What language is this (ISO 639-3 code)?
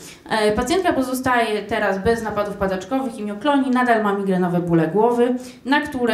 pol